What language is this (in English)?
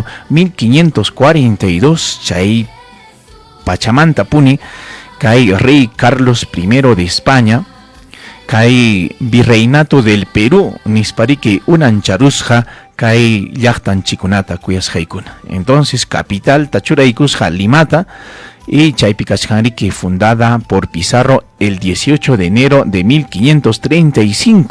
Ayacucho Quechua